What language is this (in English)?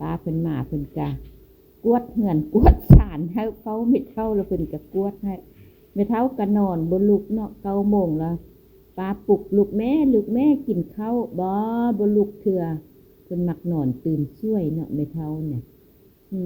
Lao